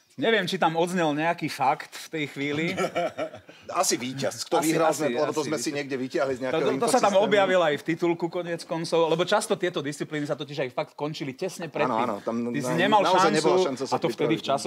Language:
Slovak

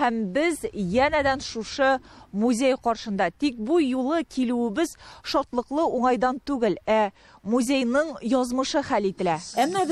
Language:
Tatar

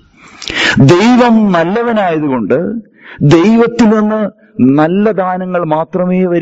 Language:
Malayalam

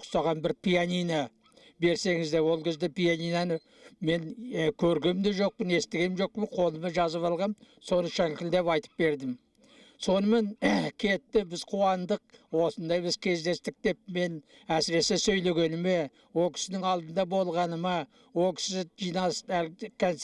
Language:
Kazakh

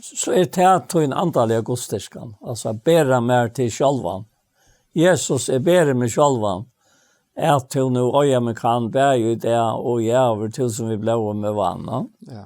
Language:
Faroese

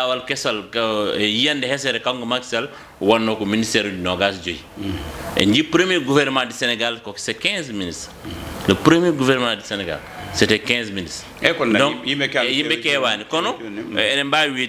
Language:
Fula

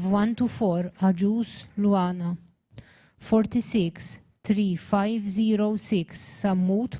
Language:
English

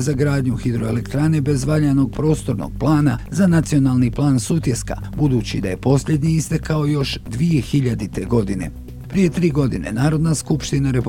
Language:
Bosnian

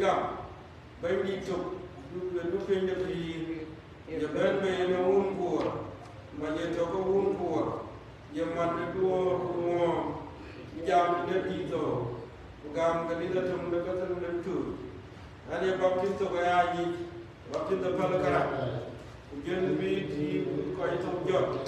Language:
Dinka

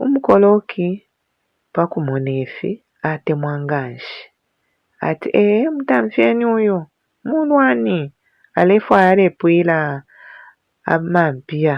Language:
Bemba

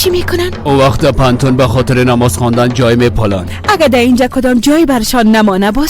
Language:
Persian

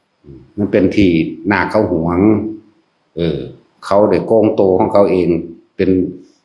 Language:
Northeastern Thai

